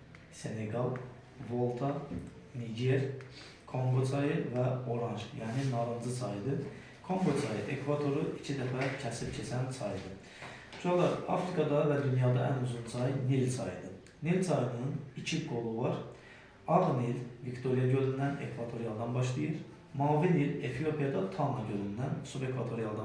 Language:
Azerbaijani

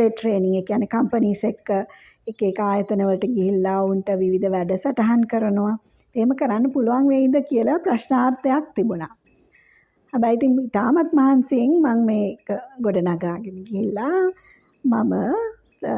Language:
Sinhala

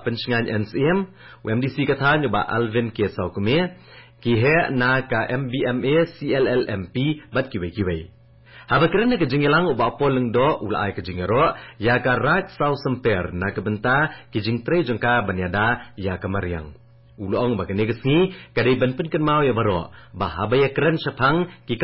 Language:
Khasi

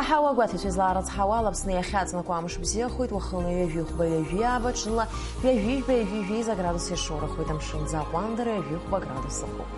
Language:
Abkhazian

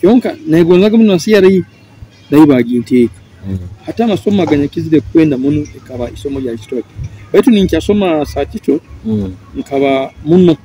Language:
Nyoro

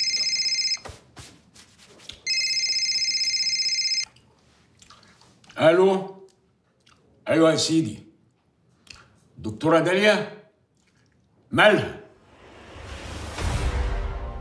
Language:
Egyptian Arabic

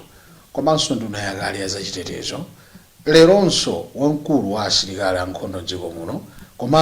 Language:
Nyanja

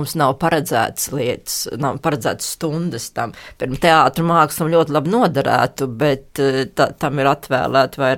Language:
Latvian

